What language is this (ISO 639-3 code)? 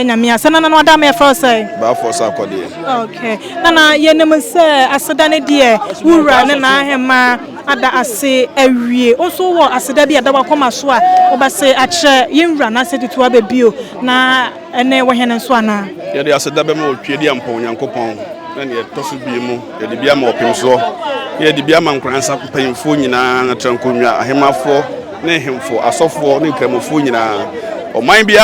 aka